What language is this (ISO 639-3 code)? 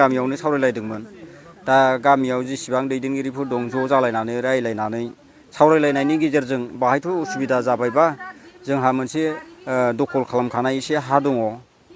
brx